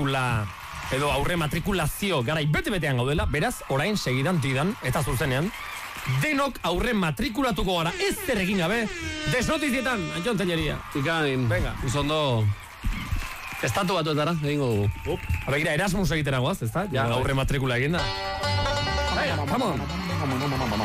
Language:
Basque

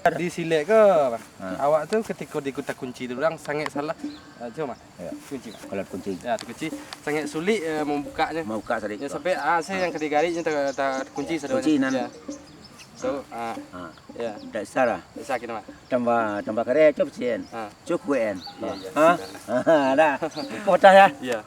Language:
Minangkabau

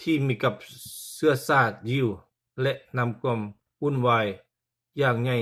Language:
Lao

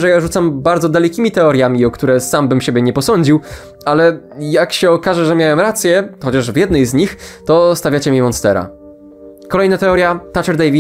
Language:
Polish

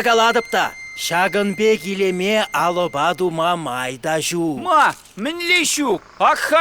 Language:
Chuvash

